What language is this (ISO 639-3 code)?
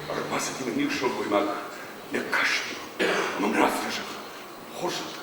oss